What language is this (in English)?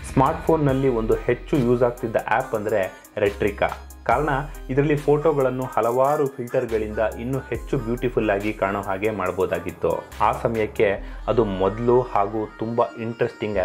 Kannada